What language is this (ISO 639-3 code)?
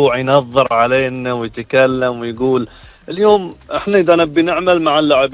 afb